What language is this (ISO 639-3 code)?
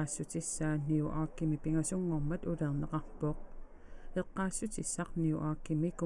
kal